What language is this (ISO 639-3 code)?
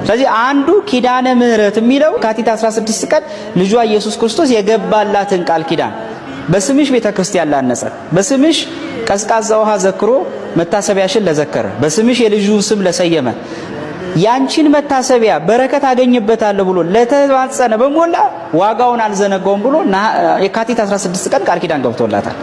amh